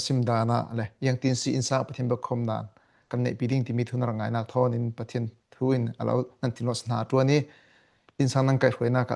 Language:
Falam Chin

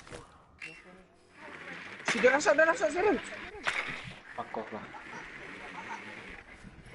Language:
Malay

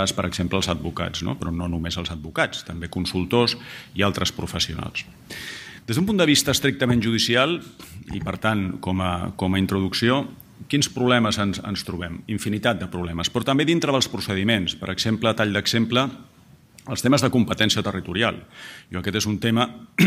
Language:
Catalan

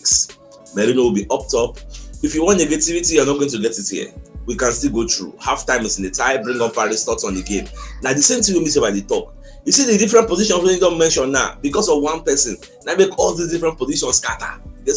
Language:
Nigerian Pidgin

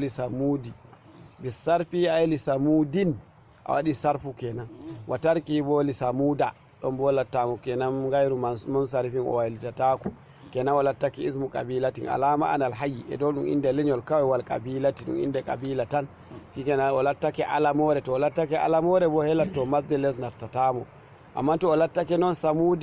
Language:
Fula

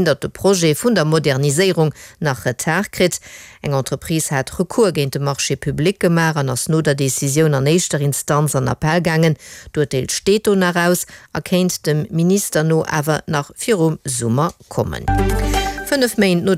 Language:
Luxembourgish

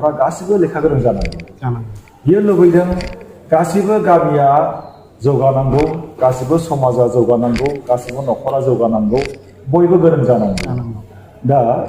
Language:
Bodo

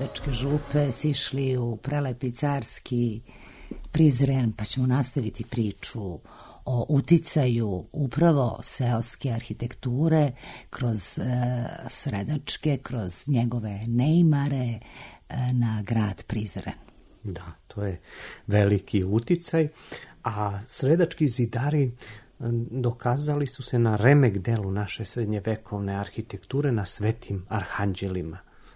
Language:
Serbian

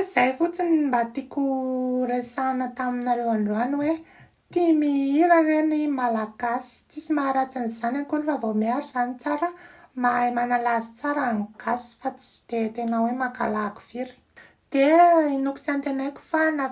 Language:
Malagasy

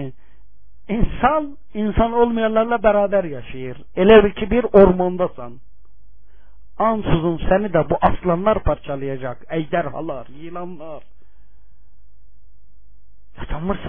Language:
Turkish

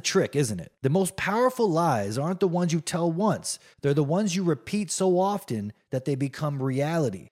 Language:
English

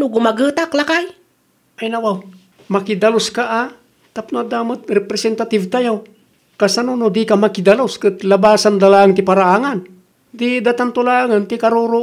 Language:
Iloko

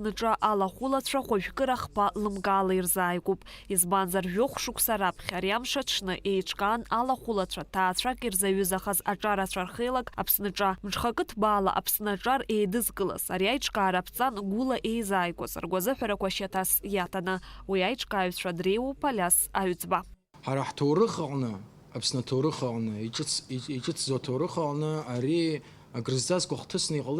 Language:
Abkhazian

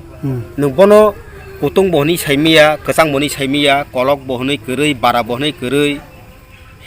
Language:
Kok Borok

